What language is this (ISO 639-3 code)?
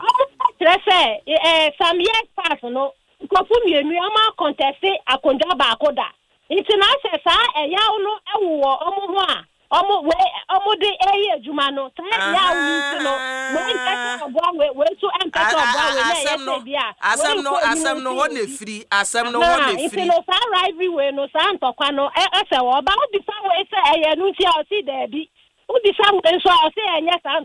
aka